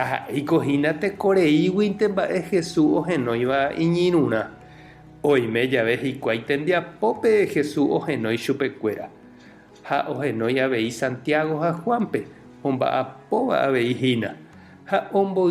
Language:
Guarani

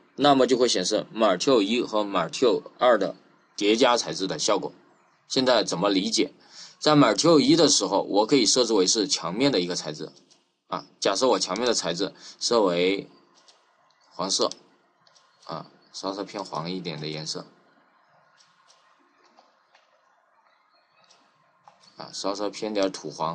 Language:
Chinese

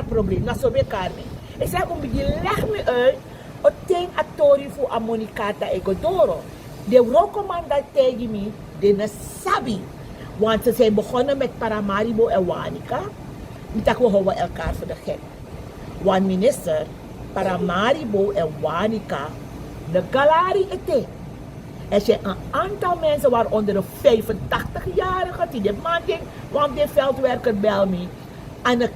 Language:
Sranan Tongo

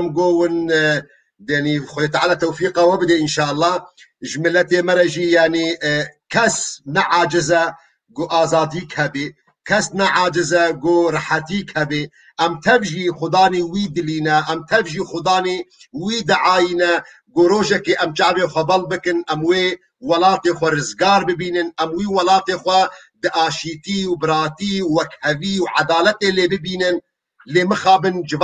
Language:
Kurdish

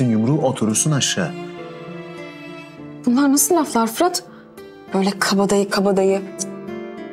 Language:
Turkish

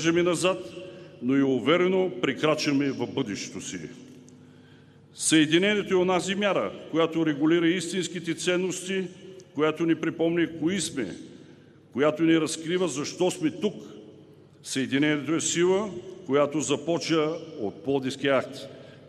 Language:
Bulgarian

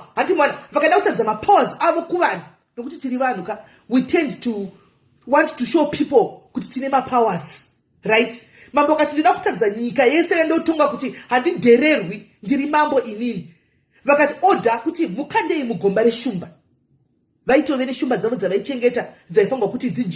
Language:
Shona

